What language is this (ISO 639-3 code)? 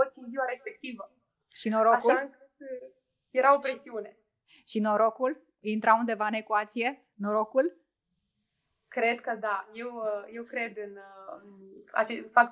ron